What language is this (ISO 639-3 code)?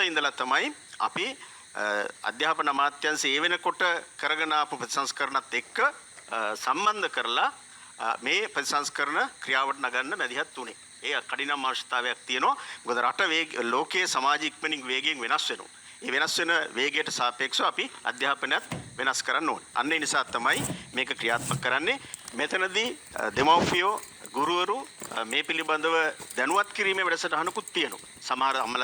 sin